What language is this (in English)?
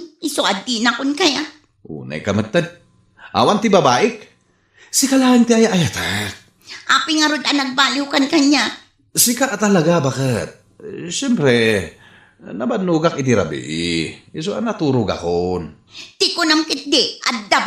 Iloko